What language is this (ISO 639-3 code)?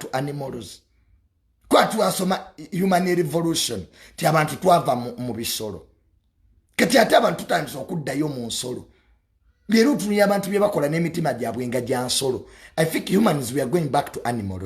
lug